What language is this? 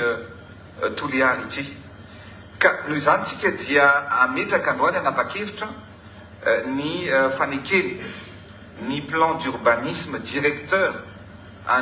Malagasy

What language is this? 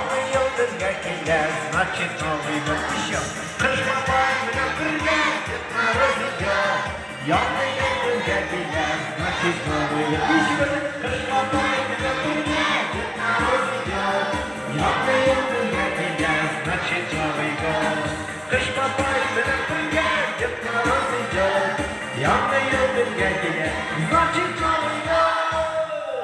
Bashkir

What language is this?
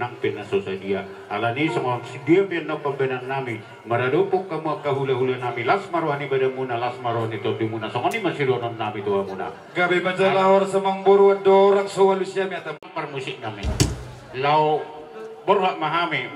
Batak Toba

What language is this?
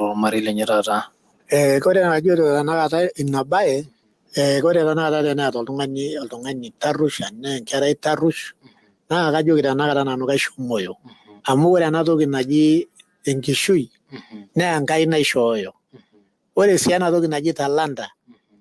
Masai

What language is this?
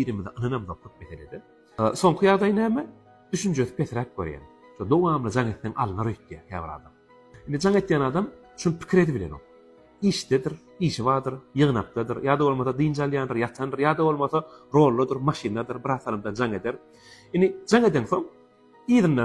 Turkmen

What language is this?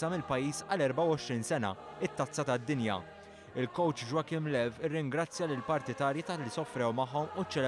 Maltese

